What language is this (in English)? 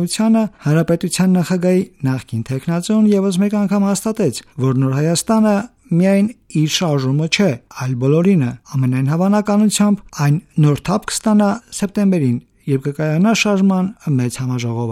Armenian